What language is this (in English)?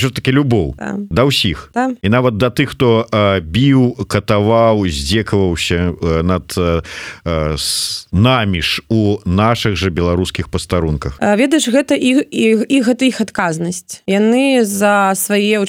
Belarusian